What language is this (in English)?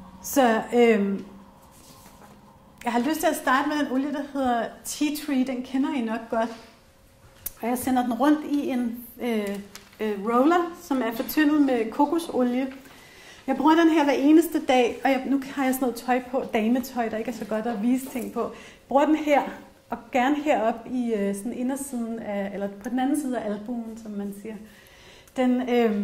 Danish